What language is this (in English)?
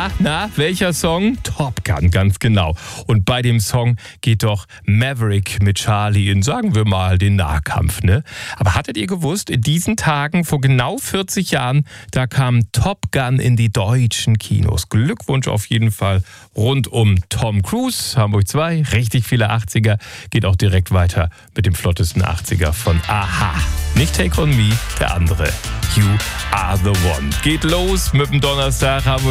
German